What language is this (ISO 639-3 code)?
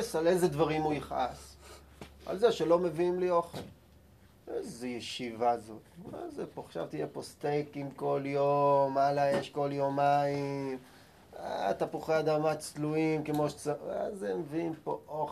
heb